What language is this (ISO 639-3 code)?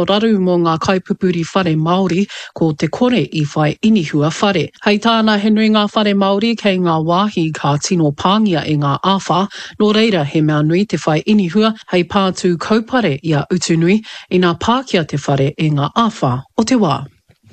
mri